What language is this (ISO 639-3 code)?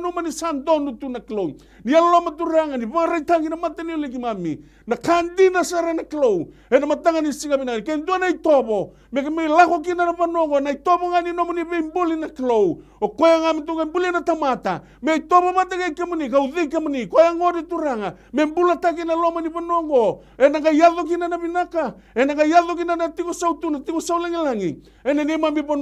fij